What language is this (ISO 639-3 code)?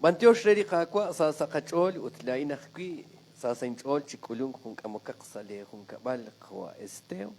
kek